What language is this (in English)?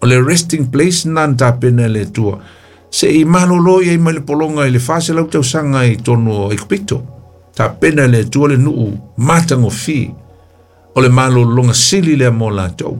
Samoan